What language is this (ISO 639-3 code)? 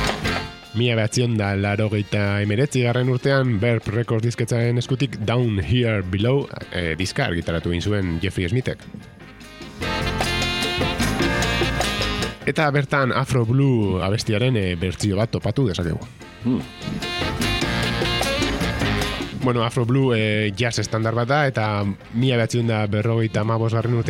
eus